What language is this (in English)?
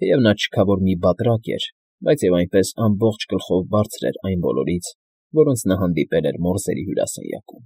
Armenian